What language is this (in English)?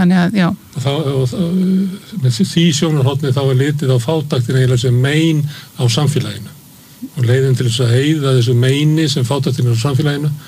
Icelandic